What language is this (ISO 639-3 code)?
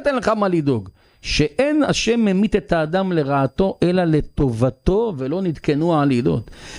heb